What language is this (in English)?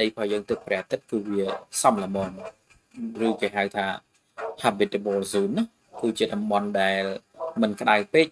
Khmer